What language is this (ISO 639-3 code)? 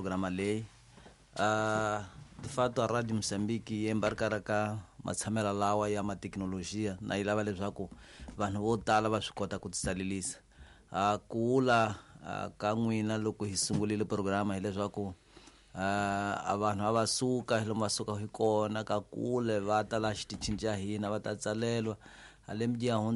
tso